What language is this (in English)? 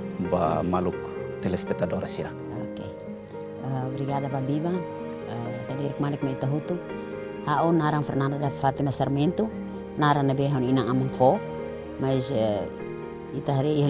Tetum